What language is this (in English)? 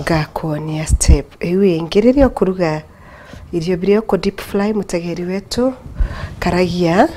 Meru